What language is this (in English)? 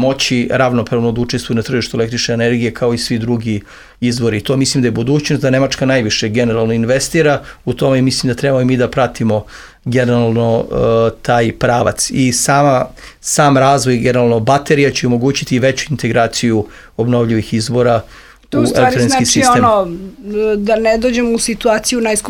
Serbian